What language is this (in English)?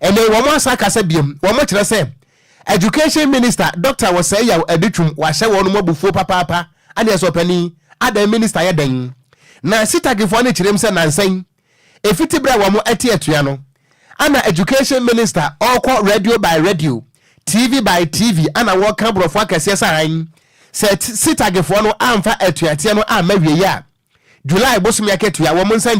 Akan